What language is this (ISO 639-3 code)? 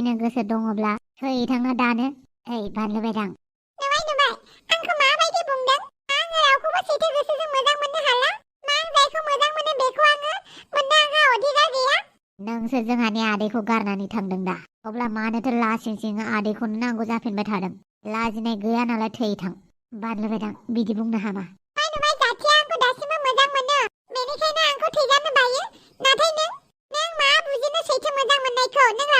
brx